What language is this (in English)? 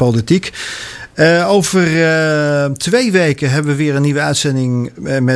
Dutch